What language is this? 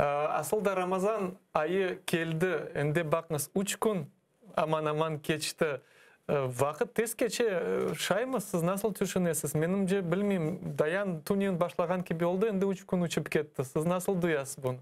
Crimean Tatar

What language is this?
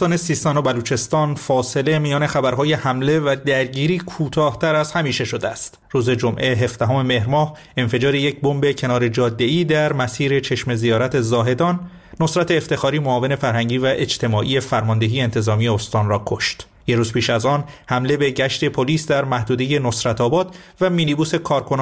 Persian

